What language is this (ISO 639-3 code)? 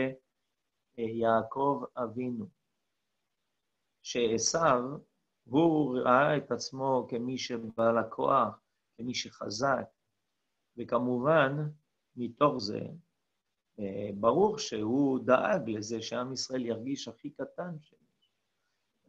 heb